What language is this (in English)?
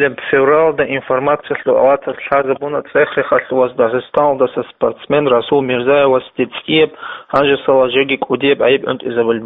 Avaric